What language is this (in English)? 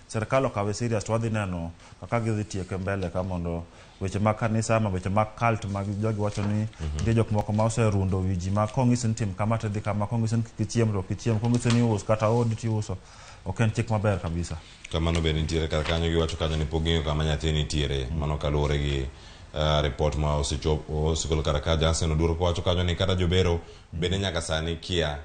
Luo (Kenya and Tanzania)